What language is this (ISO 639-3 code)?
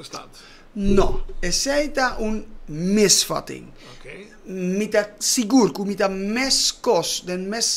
pap